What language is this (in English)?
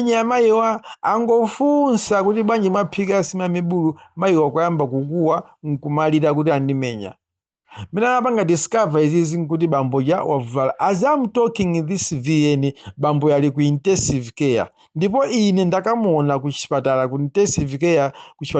Nyanja